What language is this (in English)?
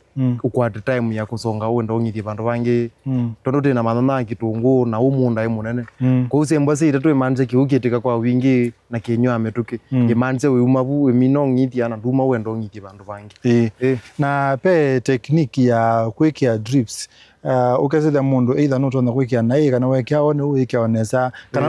Kamba